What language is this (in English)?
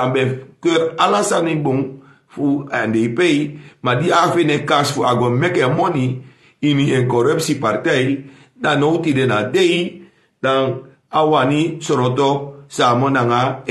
Sranan Tongo